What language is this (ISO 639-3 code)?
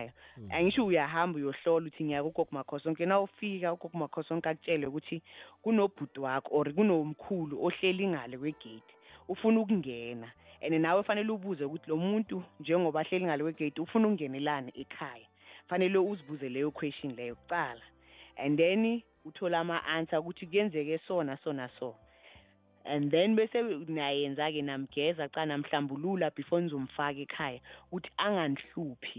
nbl